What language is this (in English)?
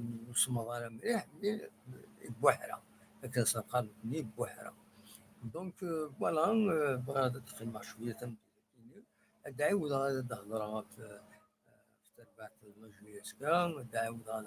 Kabyle